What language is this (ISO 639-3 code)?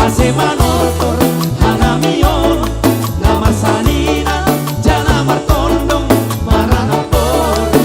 bts